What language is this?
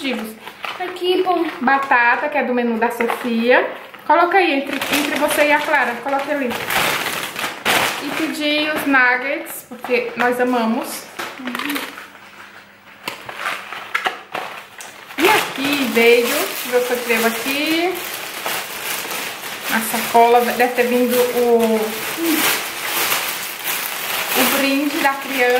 Portuguese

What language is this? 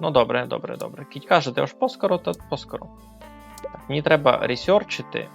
Rusyn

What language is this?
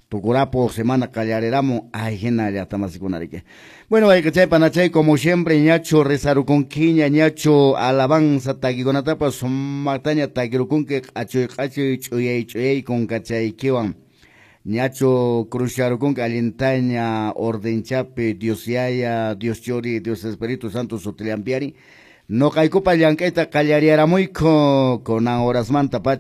Quechua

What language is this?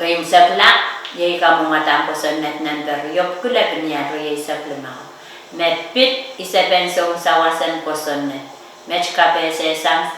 Pohnpeian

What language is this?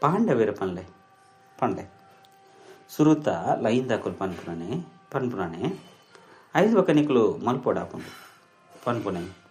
Tulu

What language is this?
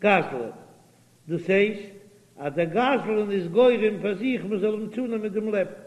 Yiddish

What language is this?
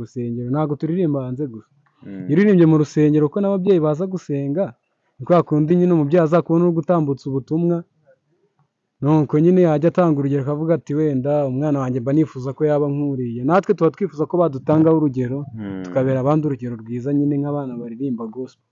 Kinyarwanda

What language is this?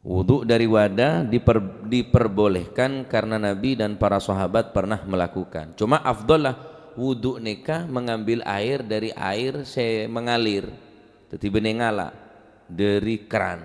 Madurese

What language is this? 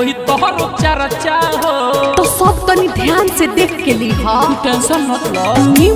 Bhojpuri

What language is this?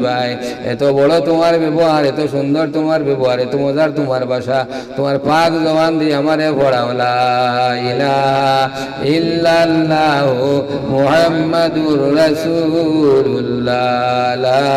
Sylheti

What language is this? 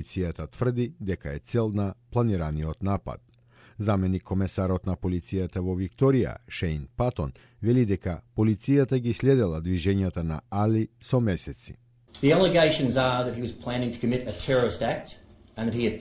Macedonian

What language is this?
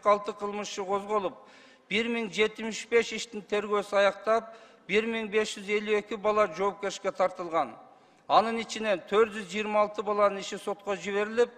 Kyrgyz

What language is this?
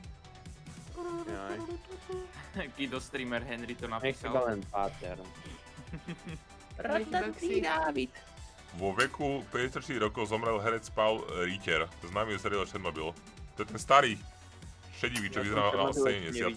Slovak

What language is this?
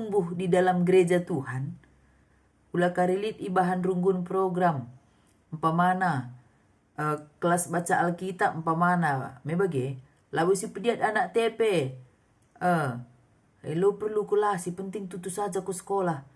Batak Karo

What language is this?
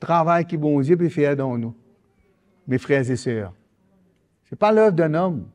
Morisyen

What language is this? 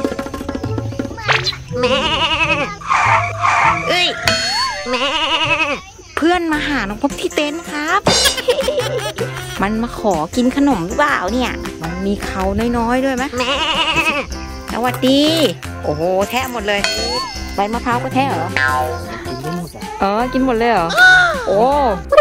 Thai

